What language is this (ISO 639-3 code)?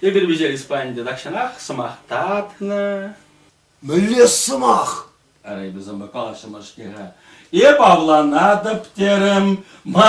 chv